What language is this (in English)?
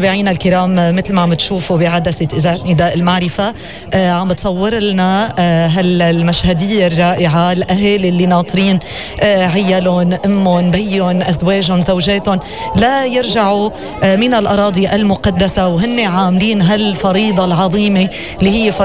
North Levantine Arabic